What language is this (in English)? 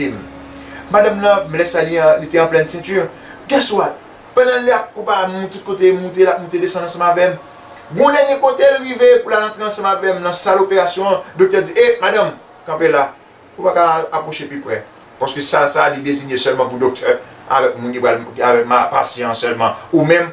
Haitian Creole